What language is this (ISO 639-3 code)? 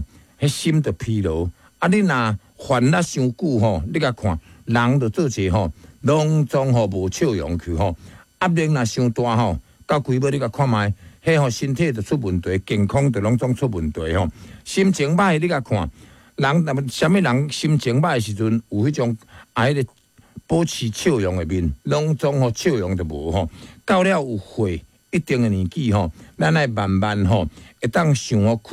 nan